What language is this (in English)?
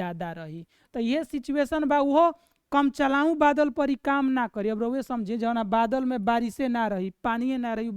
Bhojpuri